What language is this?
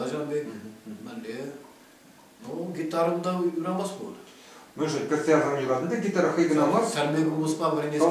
Chuvash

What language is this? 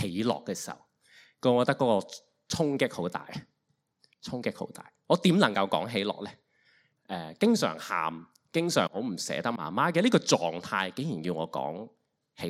Cantonese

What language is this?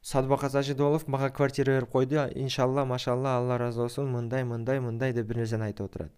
Kyrgyz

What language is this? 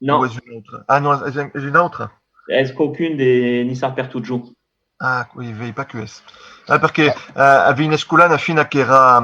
Occitan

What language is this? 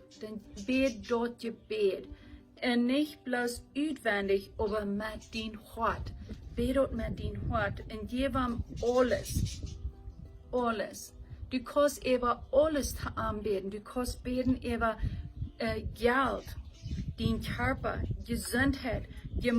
Plautdietsch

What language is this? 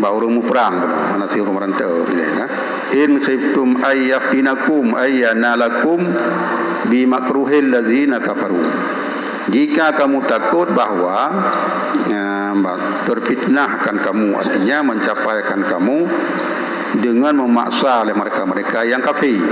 Achinese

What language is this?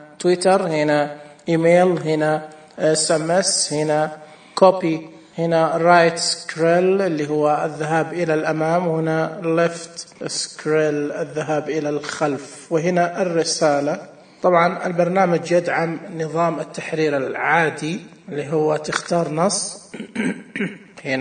Najdi Arabic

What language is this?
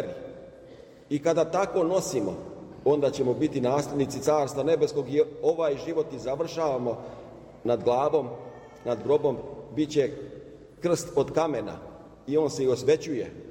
Serbian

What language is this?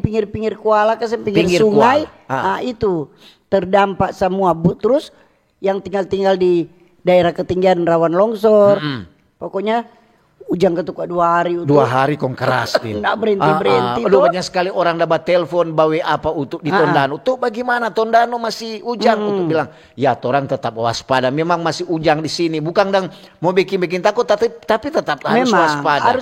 Manado Malay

